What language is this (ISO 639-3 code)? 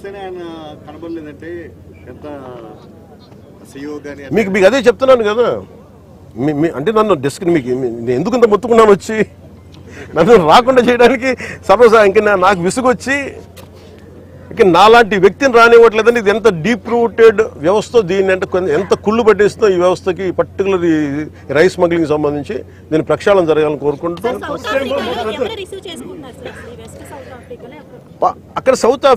tel